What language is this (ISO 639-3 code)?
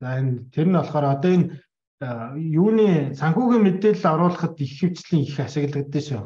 mon